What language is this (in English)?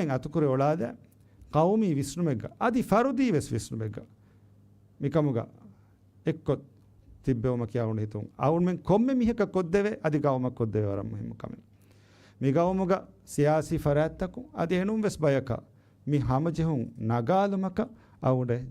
Divehi